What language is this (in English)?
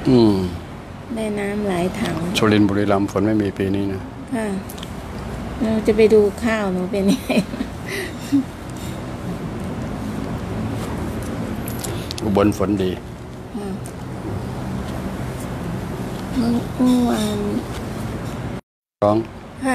Thai